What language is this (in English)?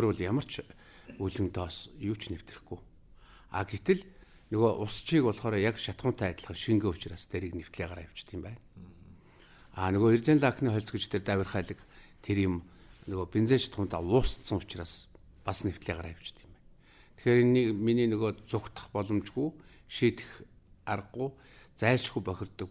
Mongolian